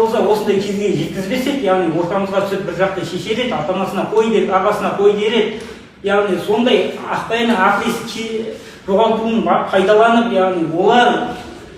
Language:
Kazakh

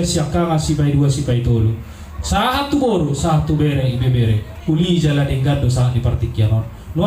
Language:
Batak Toba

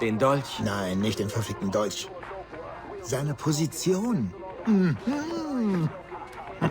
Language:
Bavarian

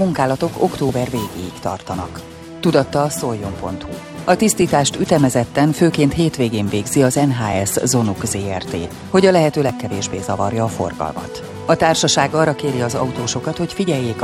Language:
Hungarian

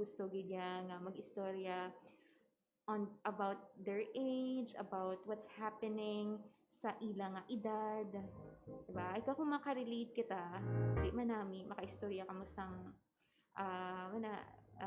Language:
Hiligaynon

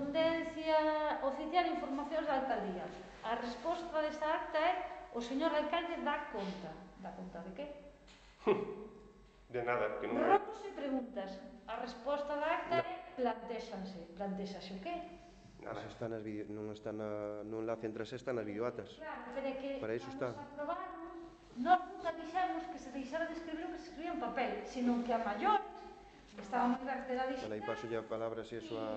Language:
Galician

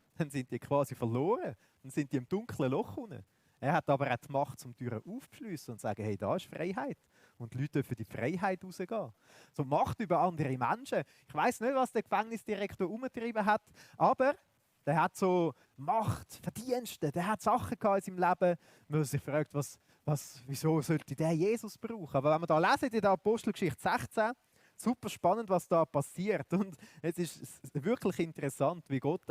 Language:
Swiss German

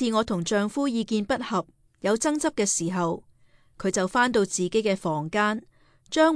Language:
Cantonese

